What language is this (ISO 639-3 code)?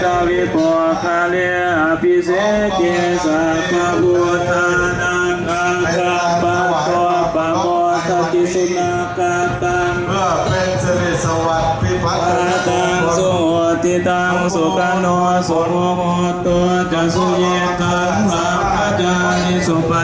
pli